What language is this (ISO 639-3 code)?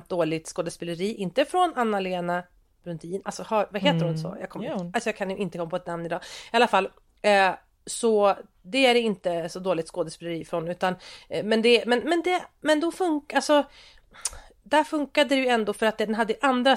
swe